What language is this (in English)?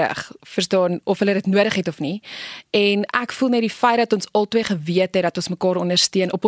Afrikaans